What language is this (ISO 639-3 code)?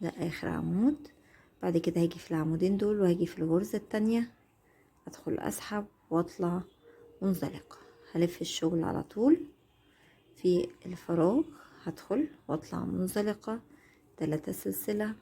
arz